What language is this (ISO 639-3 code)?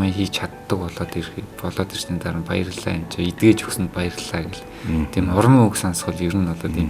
mon